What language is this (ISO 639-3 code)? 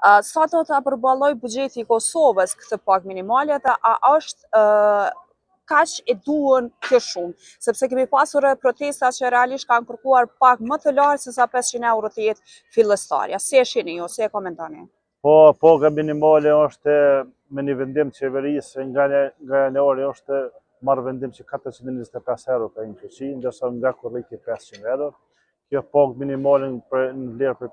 sqi